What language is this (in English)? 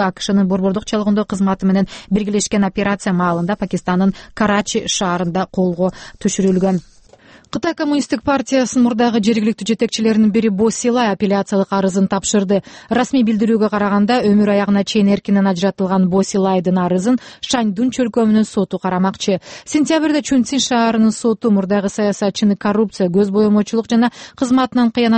Kyrgyz